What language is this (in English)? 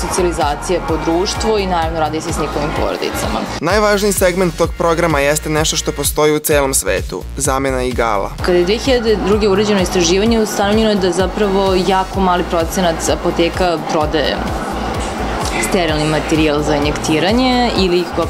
Serbian